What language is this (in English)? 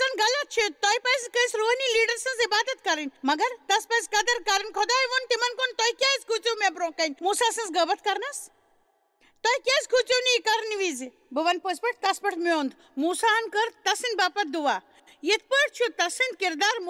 Kashmiri